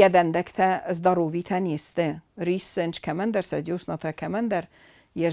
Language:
Ossetic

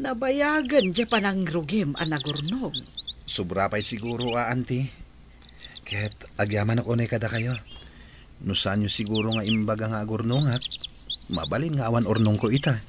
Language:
Iloko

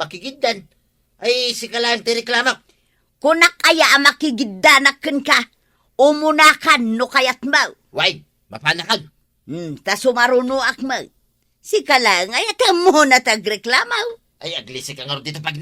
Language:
Iloko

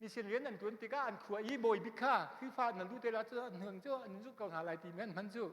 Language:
Hakha Chin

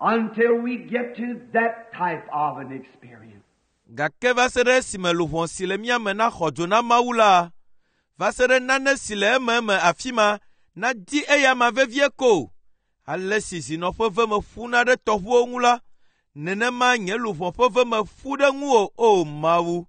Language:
Ewe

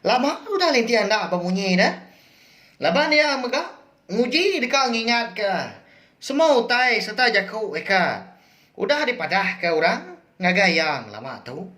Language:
Iban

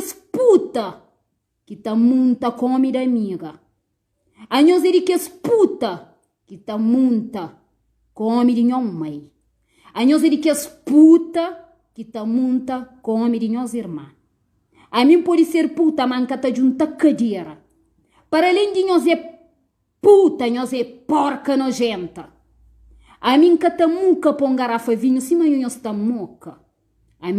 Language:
Kabuverdianu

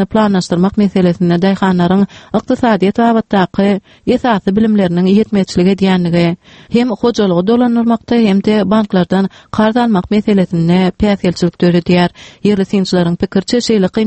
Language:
Turkmen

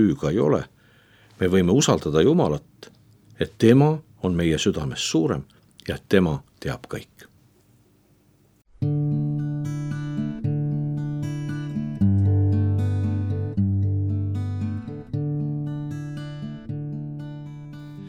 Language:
Estonian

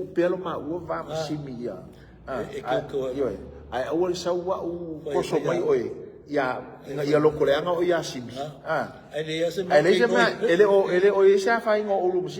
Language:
Samoan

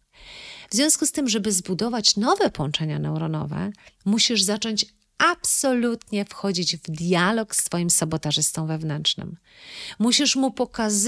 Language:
Polish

